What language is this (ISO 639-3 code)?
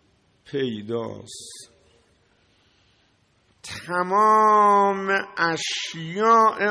fas